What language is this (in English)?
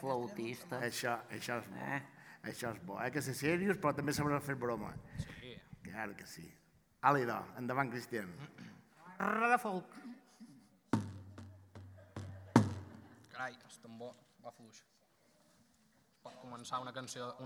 Catalan